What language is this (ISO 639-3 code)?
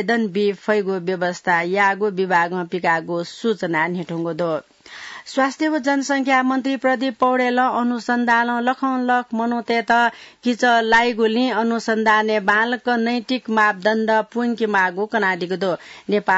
new